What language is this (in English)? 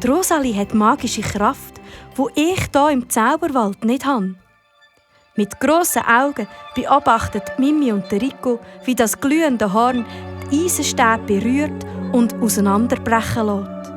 Swiss German